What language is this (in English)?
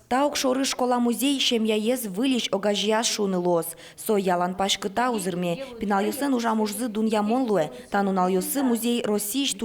Udmurt